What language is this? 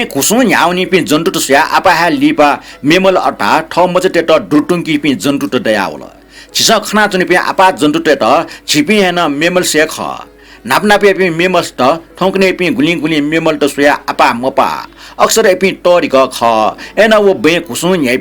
Newari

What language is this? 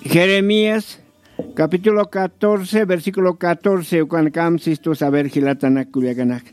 Aymara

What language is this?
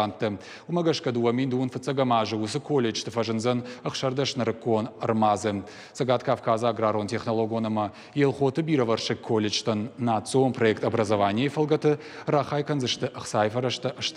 Ossetic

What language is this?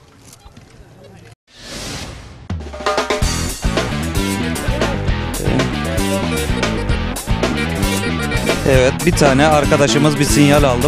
Turkish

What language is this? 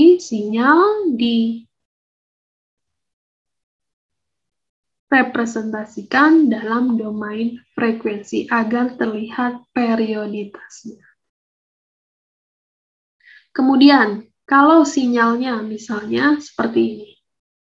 Indonesian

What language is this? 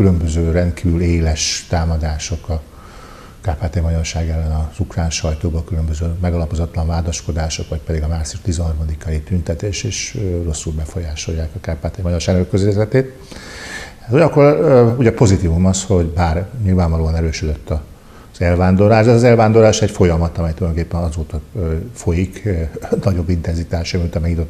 Hungarian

